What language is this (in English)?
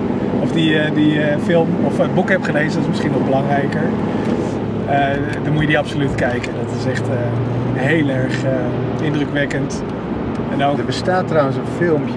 Dutch